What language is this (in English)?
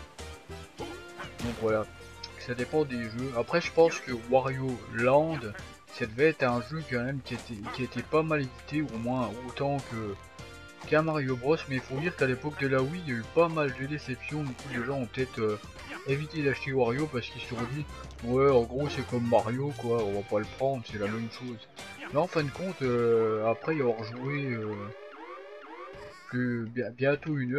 French